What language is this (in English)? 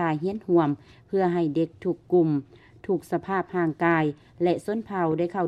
Lao